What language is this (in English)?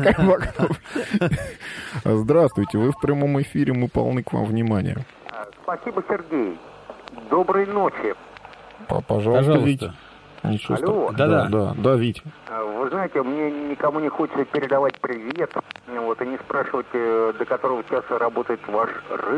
Russian